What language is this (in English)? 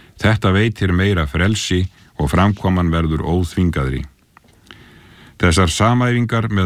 Icelandic